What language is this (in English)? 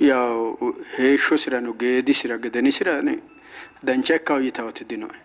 Sidamo